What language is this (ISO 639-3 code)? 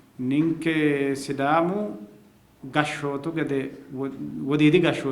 sid